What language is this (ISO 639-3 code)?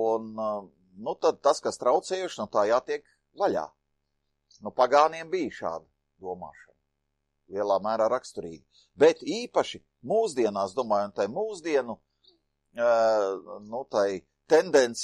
lav